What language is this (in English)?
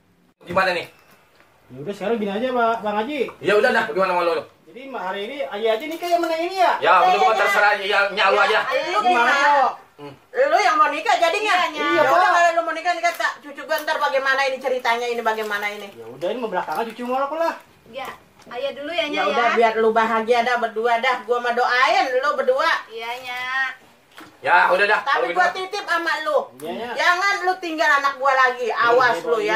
Betawi